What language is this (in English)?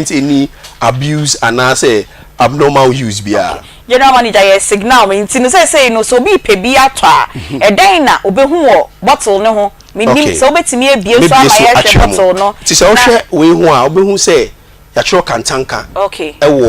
Akan